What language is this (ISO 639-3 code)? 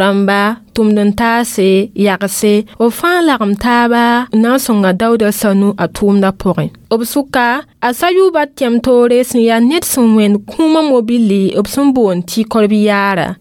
mos